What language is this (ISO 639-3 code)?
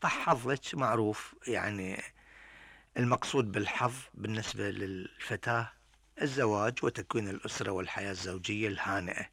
afb